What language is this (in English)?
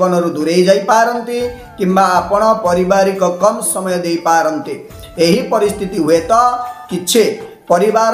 Odia